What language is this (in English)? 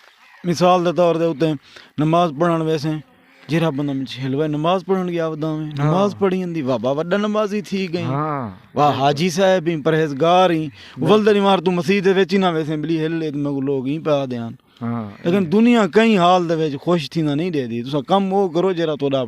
Saraiki